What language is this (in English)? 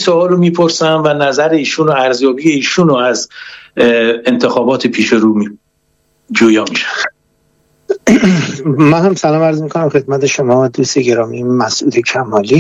Persian